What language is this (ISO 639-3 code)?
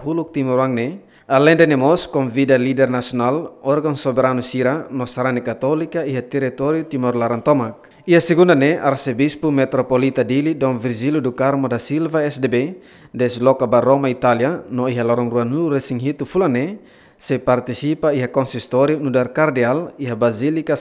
tet